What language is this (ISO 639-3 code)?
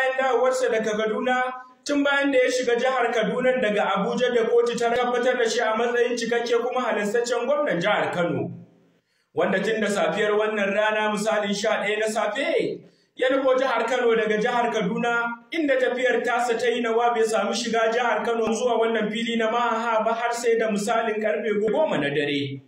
hau